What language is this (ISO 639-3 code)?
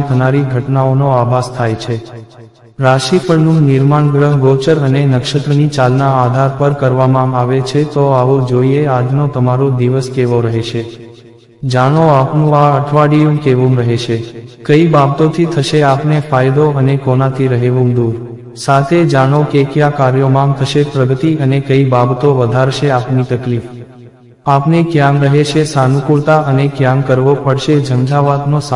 guj